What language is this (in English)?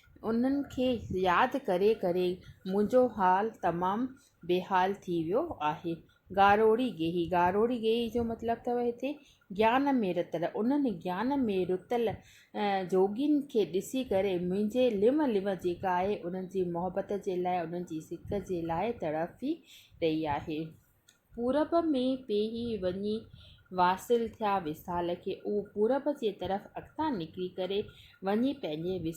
Sindhi